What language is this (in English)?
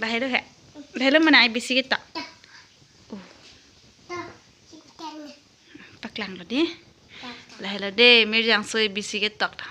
Karbi